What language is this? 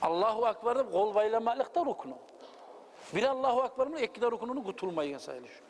Kumyk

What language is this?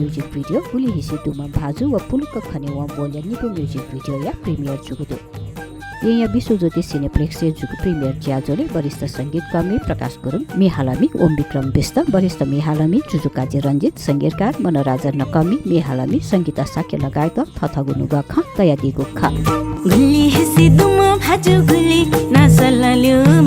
Newari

